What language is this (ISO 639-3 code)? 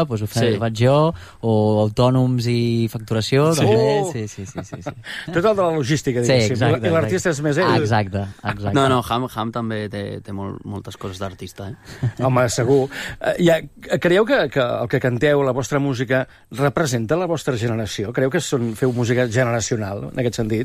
cat